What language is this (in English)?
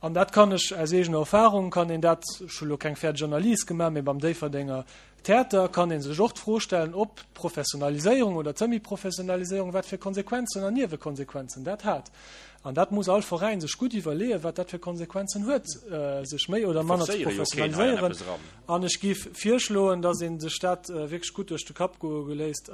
Luxembourgish